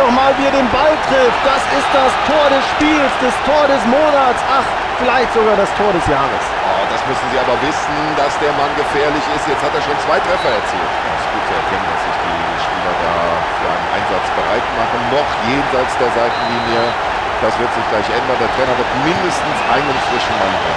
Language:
Bavarian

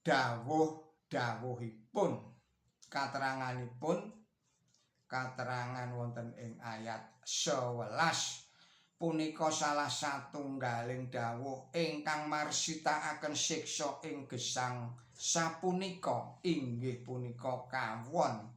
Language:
Javanese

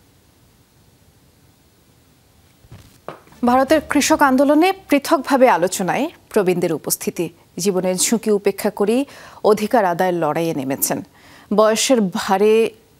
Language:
Bangla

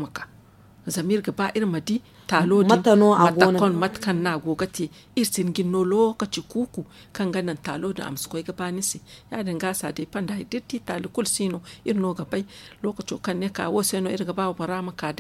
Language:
Zarma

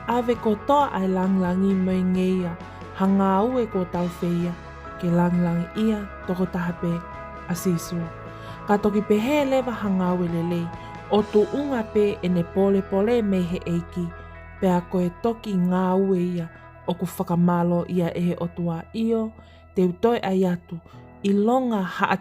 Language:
Tongan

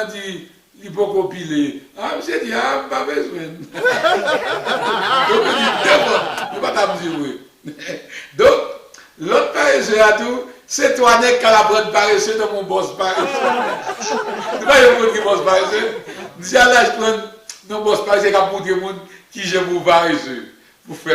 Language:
Haitian Creole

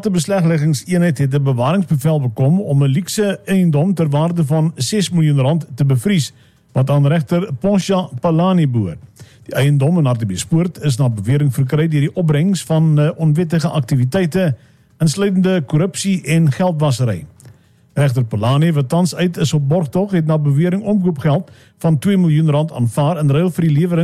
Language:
Afrikaans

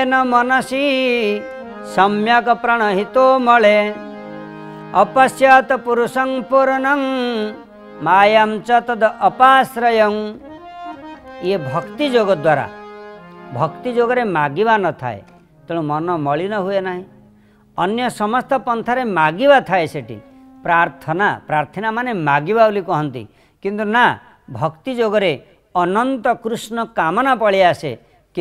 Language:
Odia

